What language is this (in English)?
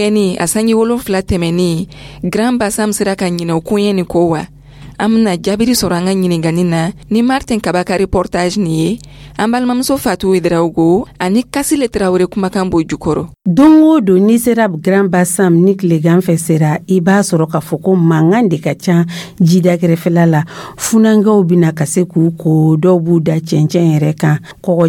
Dyula